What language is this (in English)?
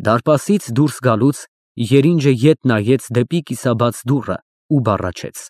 Armenian